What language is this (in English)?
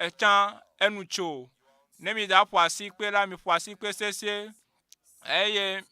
Ewe